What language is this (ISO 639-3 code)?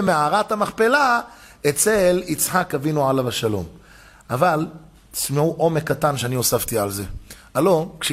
heb